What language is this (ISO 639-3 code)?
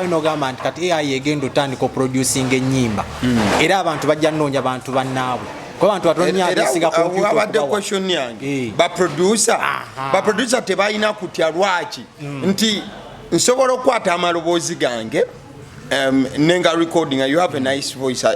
lug